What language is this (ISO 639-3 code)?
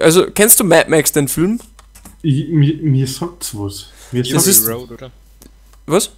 bar